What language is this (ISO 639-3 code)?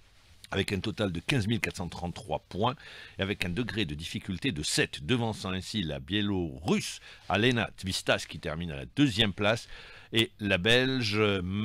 fra